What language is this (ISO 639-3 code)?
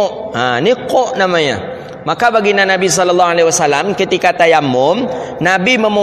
msa